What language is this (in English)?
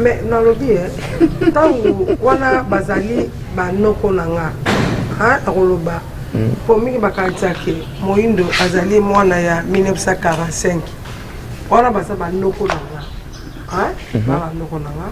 Lingala